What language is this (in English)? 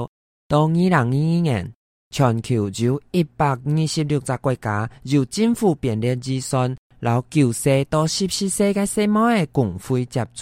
Hakka Chinese